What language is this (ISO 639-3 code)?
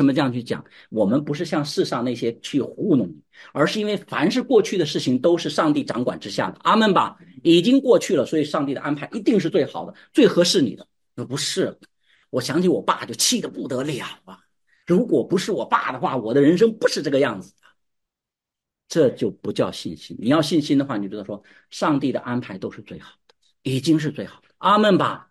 zho